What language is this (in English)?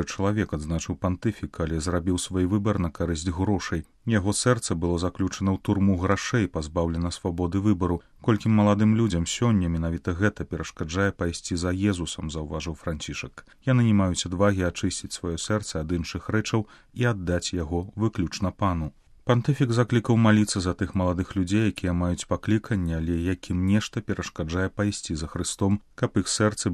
Belarusian